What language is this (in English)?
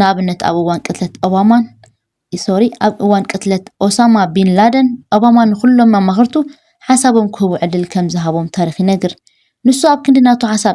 Tigrinya